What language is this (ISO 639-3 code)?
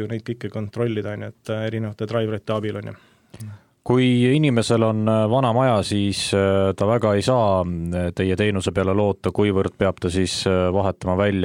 est